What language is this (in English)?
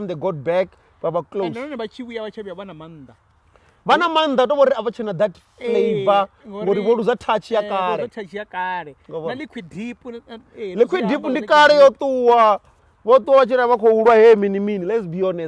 Venda